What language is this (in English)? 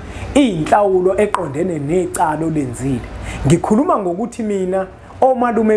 Zulu